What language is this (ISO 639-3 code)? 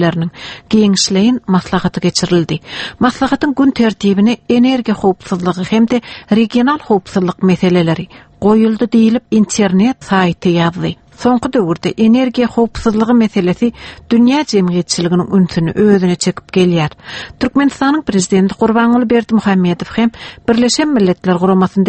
tuk